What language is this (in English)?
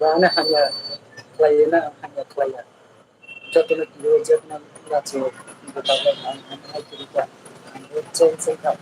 Kok Borok